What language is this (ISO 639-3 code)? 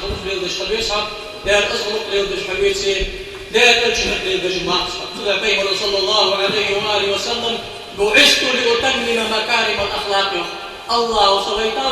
inh